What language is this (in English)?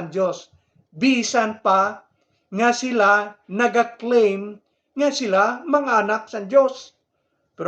Hiligaynon